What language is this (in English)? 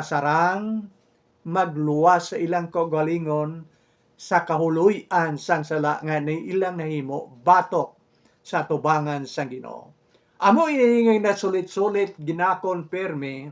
Hiligaynon